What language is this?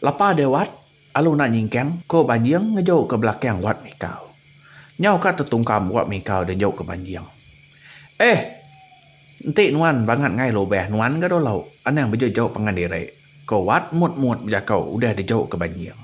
Iban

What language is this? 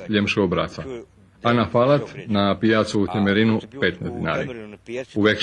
Rusyn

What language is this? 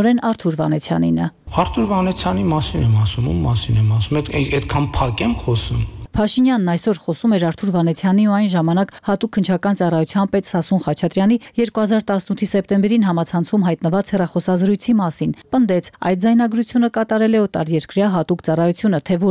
Armenian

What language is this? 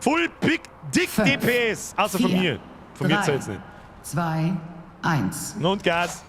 Bavarian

